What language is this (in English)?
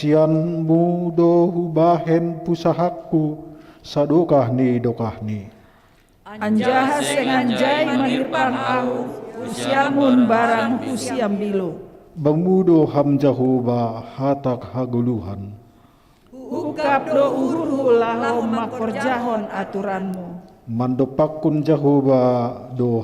Batak Simalungun